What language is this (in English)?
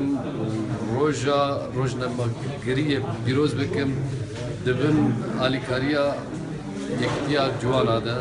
Kurdish